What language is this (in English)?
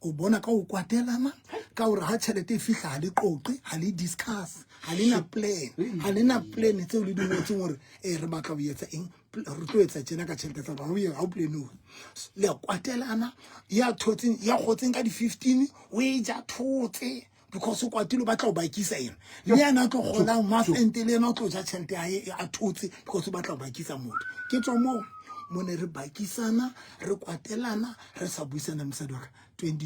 Southern Sotho